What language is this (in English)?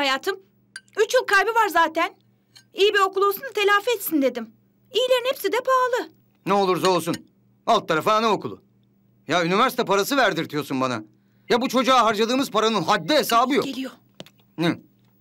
Turkish